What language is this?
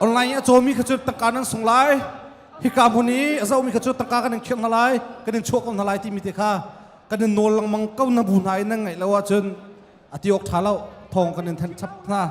Hakha Chin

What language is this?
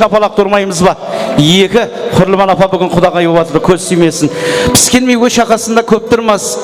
Kara-Kalpak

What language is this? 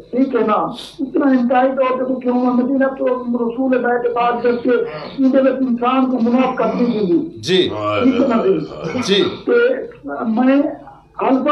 Saraiki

